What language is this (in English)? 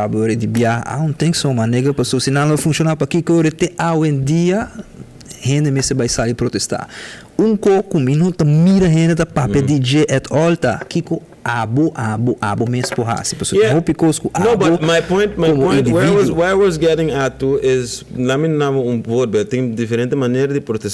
Papiamento